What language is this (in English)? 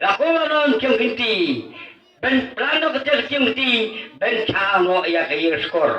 Khasi